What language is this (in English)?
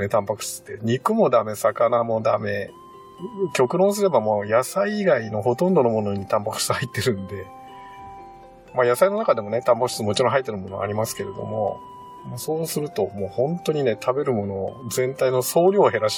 Japanese